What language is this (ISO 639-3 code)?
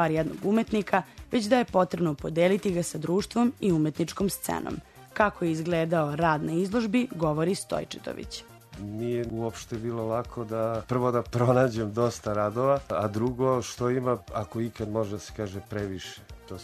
srp